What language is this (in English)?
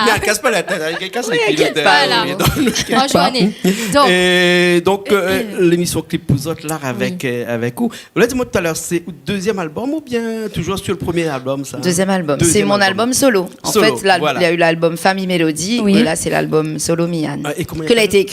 Réunion Creole French